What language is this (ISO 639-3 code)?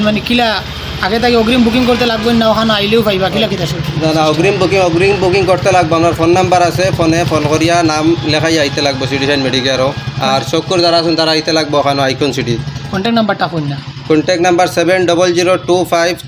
syl